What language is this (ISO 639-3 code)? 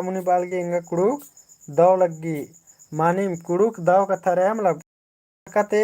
kru